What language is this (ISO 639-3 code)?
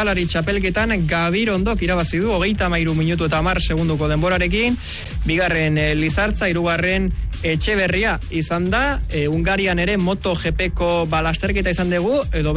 eus